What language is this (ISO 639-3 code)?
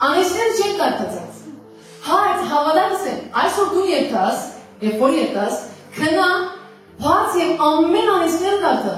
hyw